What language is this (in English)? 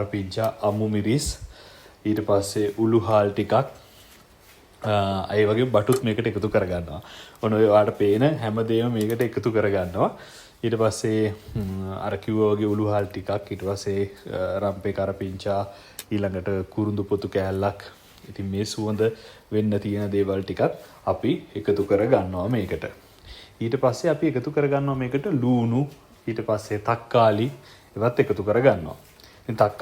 Sinhala